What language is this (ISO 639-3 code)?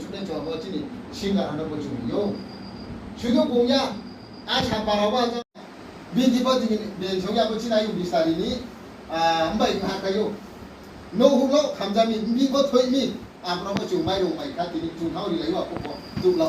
ria